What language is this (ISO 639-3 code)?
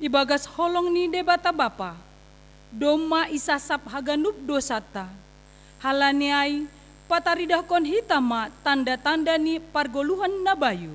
bts